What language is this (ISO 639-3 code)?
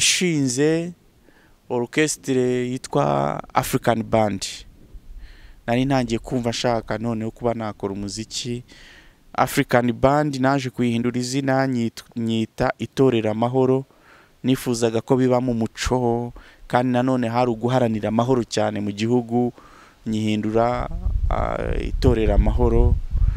kin